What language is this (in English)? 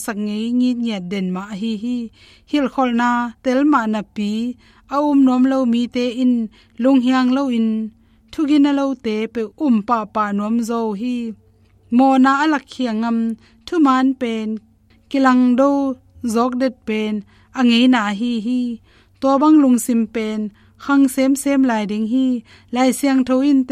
Tedim Chin